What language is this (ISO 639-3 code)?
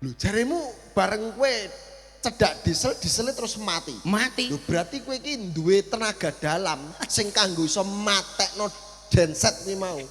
jav